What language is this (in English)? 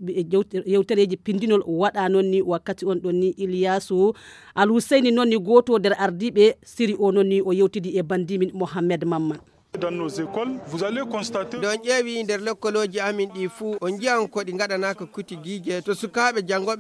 Fula